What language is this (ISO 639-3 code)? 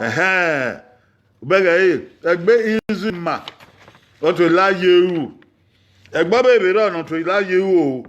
bin